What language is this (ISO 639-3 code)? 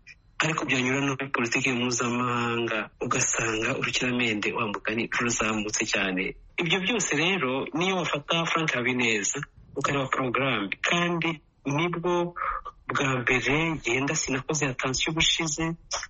kin